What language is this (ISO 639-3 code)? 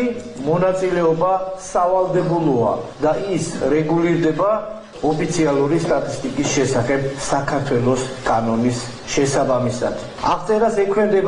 kat